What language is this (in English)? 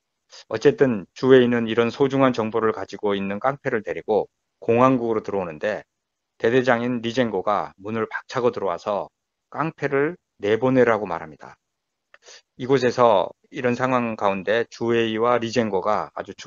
Korean